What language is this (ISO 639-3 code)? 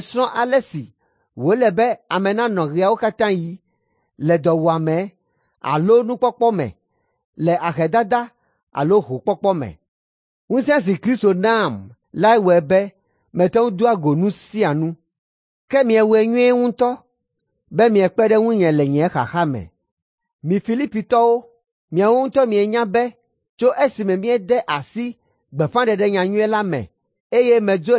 ewe